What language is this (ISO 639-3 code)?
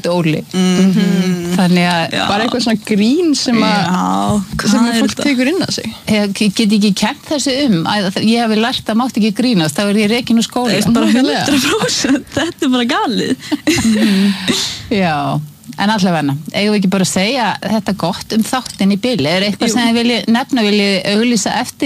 isl